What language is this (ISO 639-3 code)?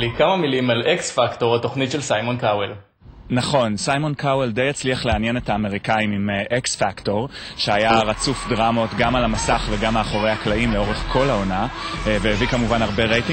heb